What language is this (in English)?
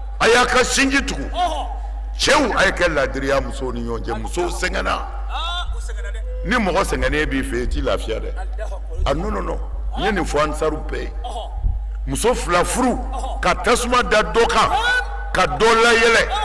Bambara